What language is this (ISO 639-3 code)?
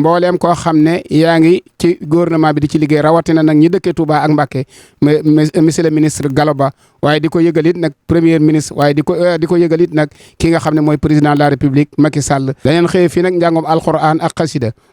wol